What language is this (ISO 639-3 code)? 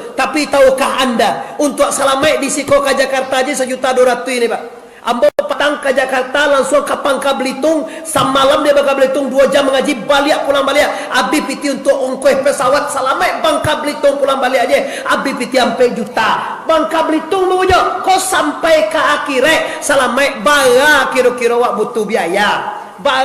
min